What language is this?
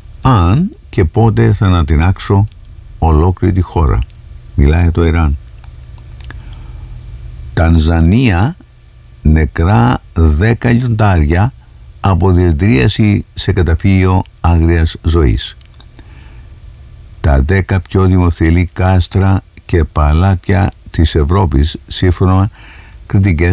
Greek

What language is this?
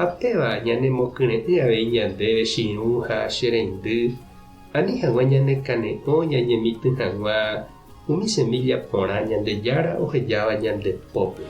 Guarani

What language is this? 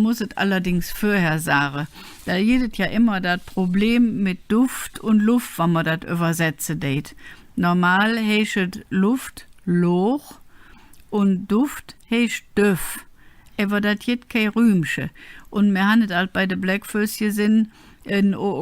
Colognian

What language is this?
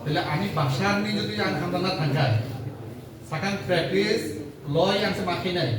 Kok Borok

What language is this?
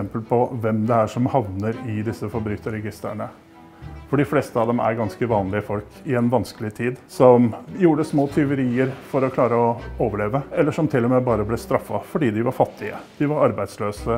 Norwegian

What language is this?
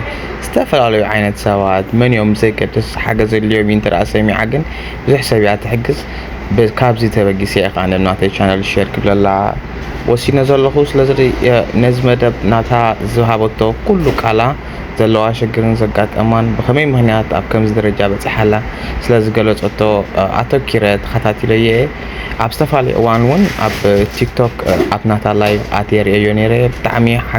Tigrinya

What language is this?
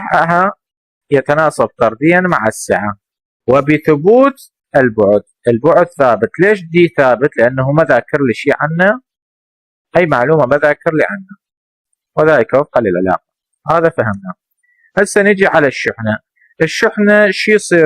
Mesopotamian Arabic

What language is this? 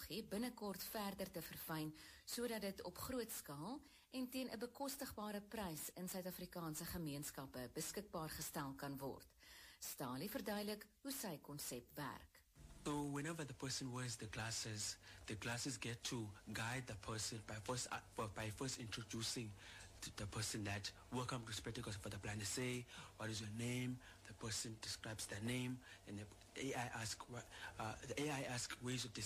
Afrikaans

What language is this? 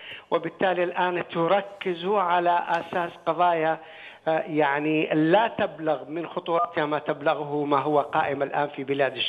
Arabic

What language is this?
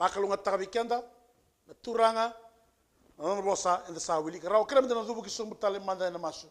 Fijian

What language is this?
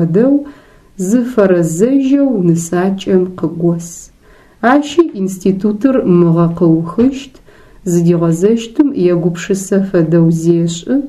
Adyghe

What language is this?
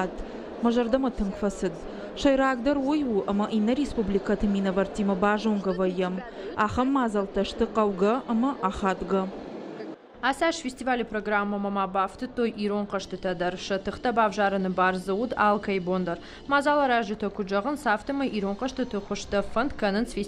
Ossetic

